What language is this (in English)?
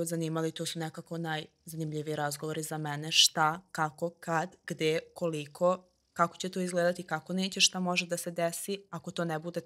Serbian